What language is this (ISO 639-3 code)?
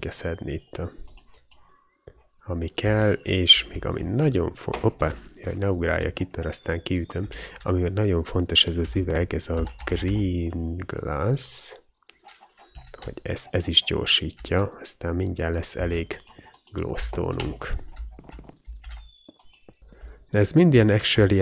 hun